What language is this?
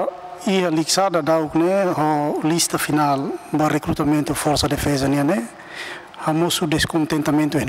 Tetum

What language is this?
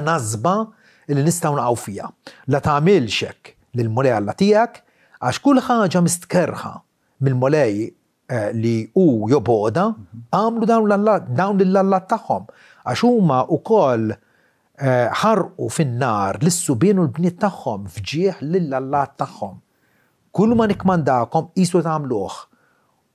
Maltese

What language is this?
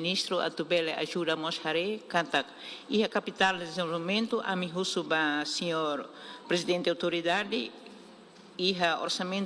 Tetum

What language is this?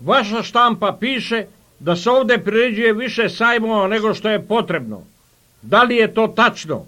Serbian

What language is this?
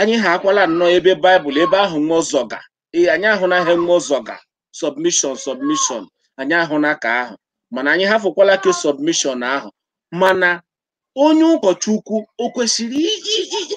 Igbo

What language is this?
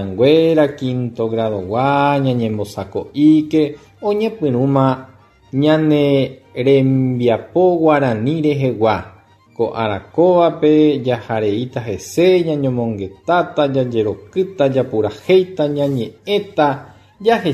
Guarani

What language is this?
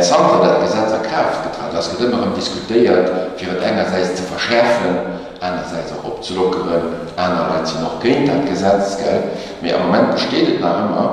Luxembourgish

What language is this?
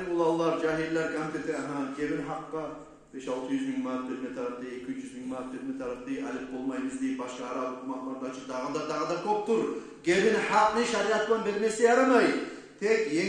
Kumyk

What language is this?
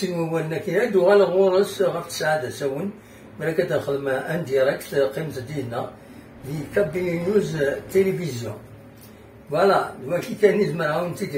Kabyle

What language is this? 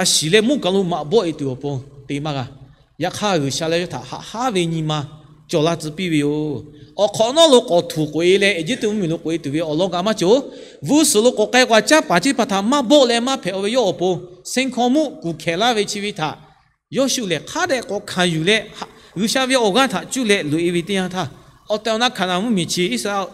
Lahu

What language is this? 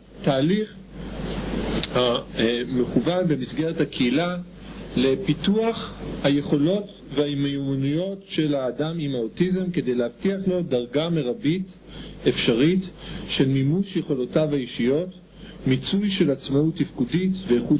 Hebrew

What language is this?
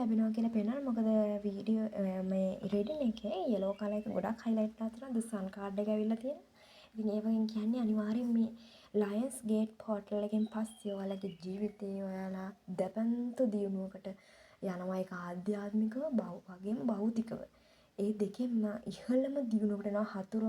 Sinhala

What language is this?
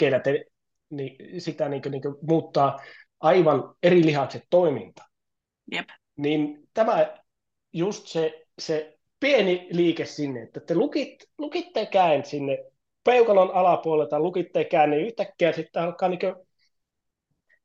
Finnish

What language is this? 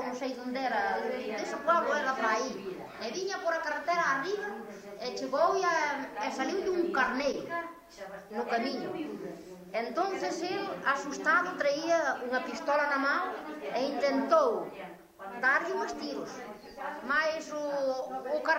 Galician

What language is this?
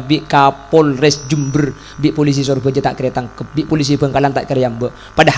Madurese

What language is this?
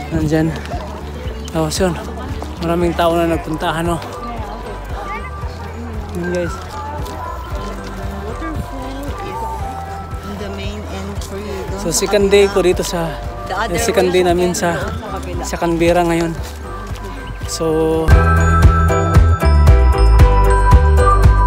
Filipino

